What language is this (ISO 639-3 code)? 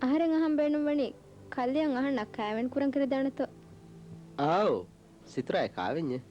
div